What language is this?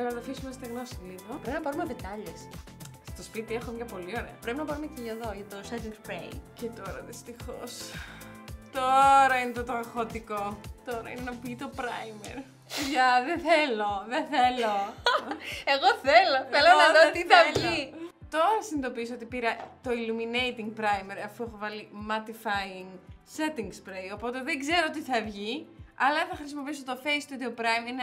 Greek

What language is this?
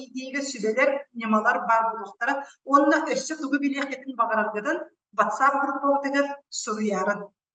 Yakut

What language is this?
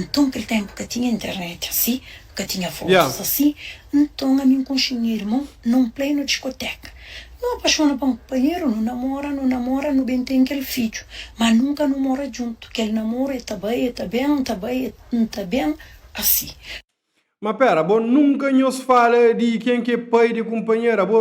Kabuverdianu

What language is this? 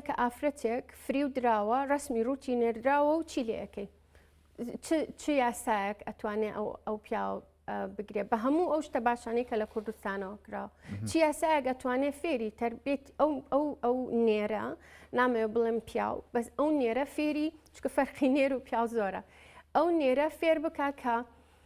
Central Kurdish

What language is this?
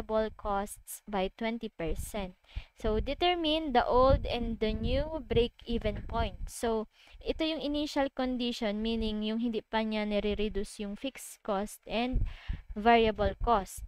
Filipino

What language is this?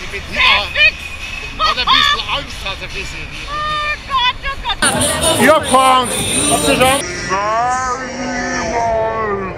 Bavarian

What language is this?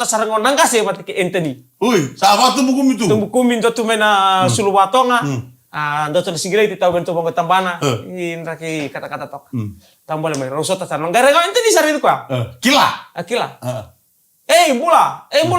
Fijian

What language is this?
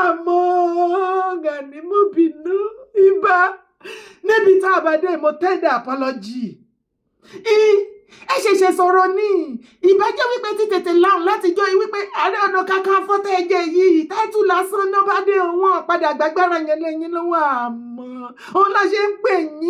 Yoruba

